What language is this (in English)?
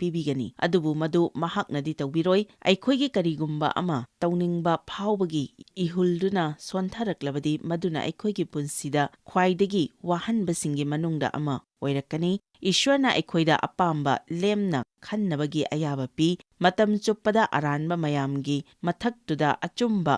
Manipuri